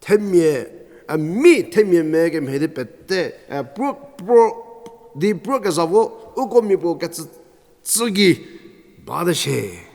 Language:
Angami Naga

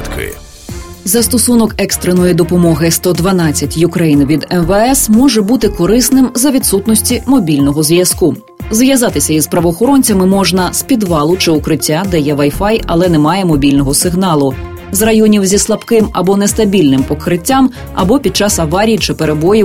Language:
Ukrainian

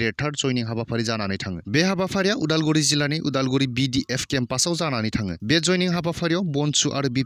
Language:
Bodo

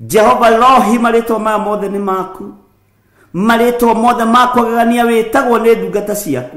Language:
Kikuyu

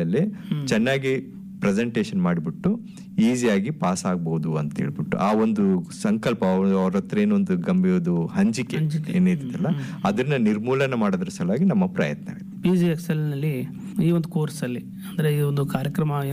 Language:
Kannada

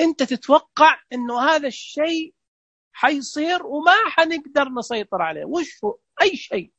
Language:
Najdi Arabic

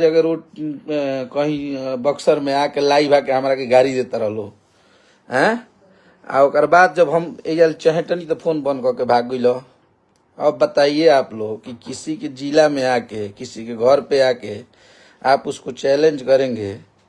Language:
Bhojpuri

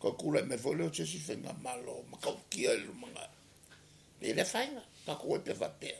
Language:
Samoan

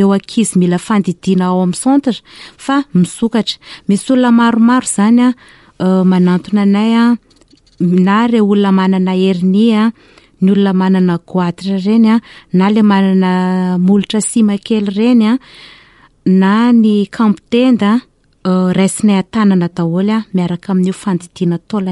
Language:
Malagasy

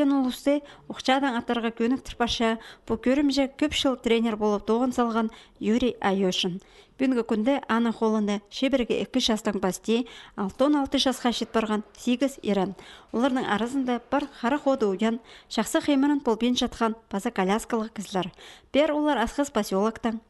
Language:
Khakas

